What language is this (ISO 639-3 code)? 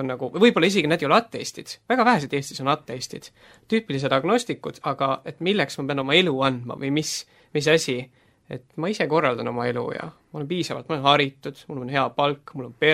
est